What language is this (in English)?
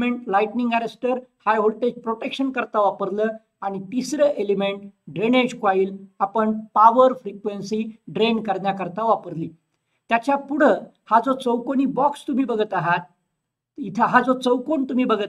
Marathi